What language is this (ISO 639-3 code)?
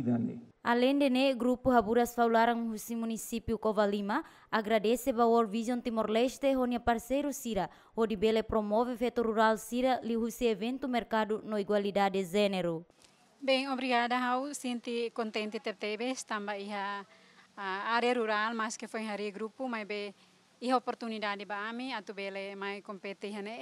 tet